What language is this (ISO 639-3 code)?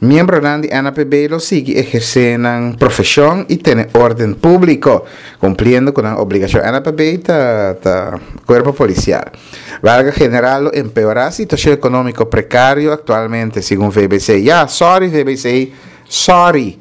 pap